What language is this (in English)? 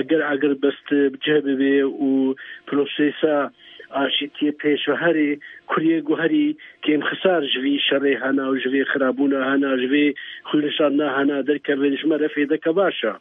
Kurdish